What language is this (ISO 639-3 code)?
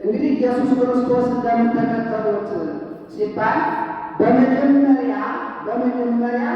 amh